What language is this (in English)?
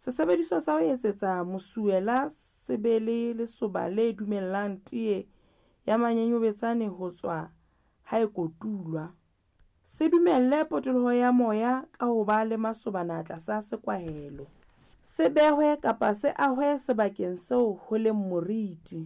Southern Sotho